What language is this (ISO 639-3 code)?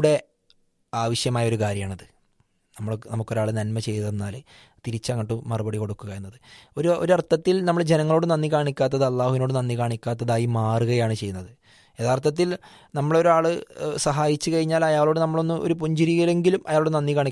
mal